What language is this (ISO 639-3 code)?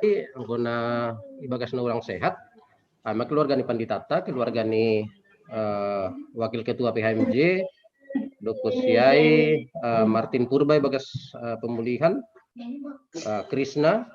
bts